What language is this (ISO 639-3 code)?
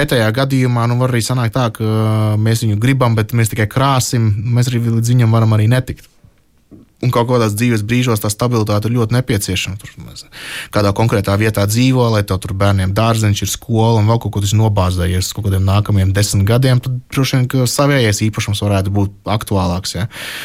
lav